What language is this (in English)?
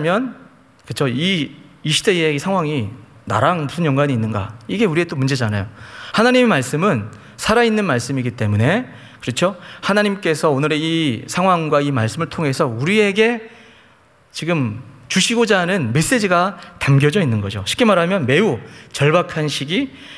Korean